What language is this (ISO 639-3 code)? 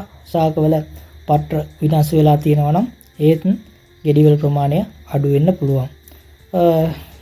sin